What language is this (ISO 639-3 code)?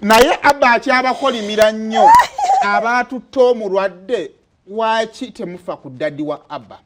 lug